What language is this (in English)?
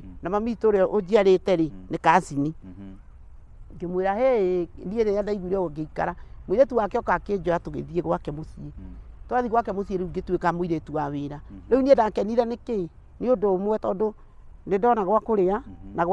Kikuyu